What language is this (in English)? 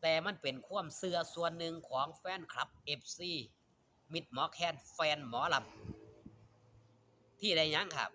Northeastern Thai